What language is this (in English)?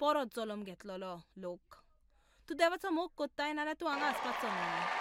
Konkani